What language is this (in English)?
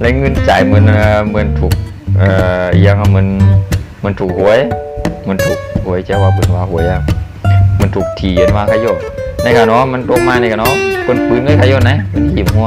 Shan